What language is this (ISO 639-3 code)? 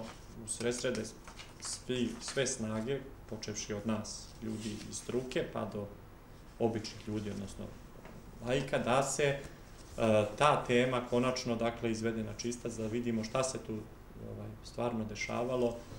srp